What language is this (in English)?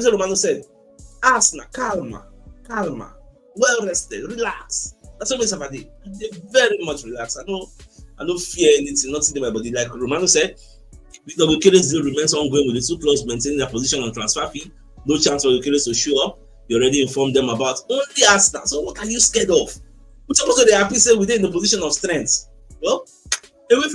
Nigerian Pidgin